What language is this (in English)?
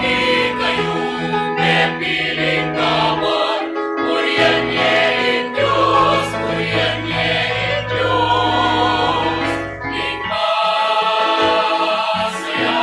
Pampanga